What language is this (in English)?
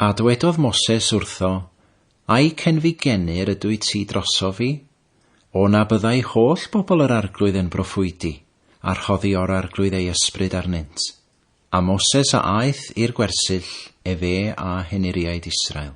Welsh